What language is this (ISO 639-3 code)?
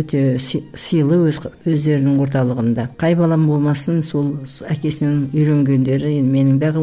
kaz